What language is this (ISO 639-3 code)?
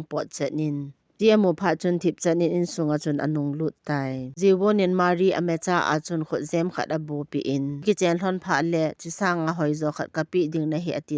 tcz